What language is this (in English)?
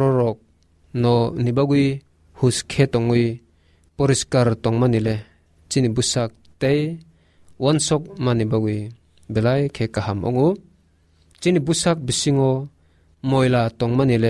Kok Borok